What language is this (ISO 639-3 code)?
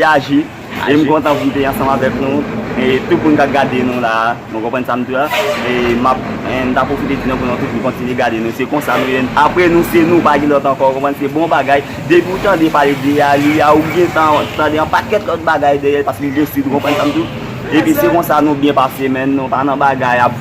hat